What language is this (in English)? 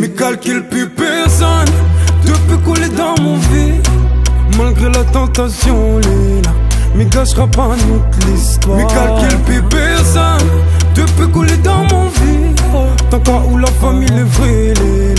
Réunion Creole French